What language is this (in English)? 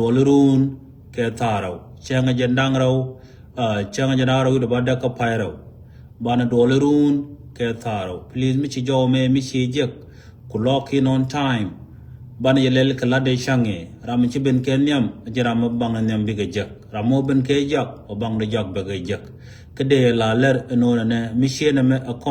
Nuer